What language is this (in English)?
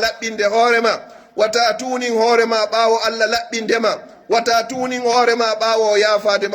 Pular